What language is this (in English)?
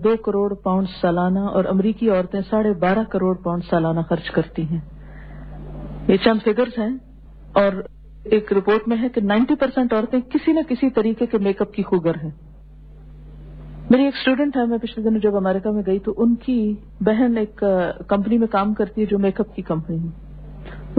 Urdu